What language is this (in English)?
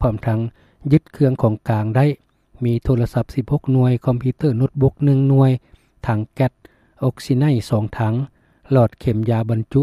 Lao